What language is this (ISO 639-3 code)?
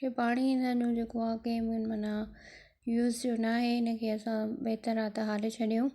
snd